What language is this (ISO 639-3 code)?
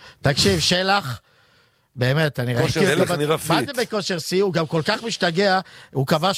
heb